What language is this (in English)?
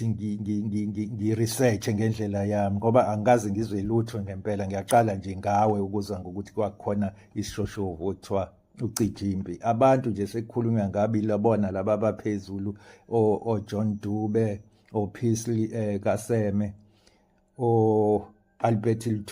Zulu